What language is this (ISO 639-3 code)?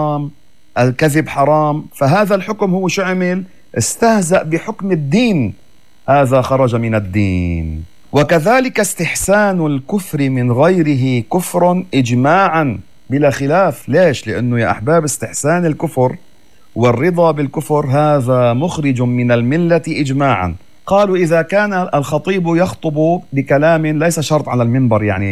apc